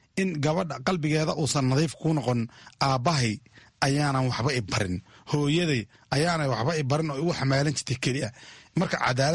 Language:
Somali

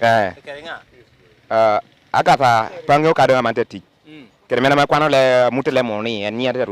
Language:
Lango (Uganda)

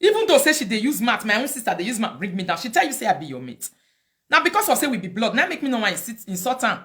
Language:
Nigerian Pidgin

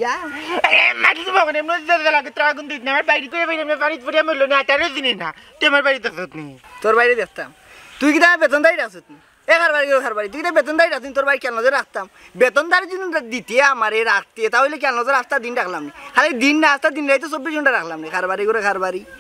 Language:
Sylheti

